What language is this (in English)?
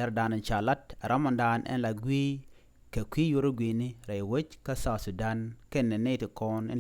Nuer